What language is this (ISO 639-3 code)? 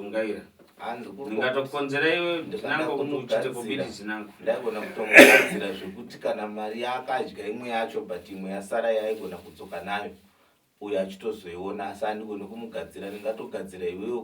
sna